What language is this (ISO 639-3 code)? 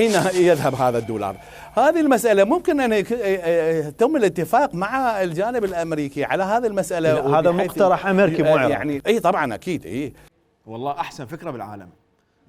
acm